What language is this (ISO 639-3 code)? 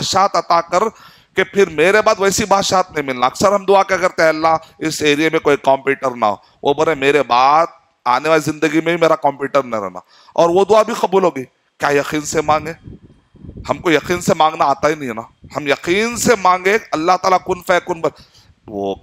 urd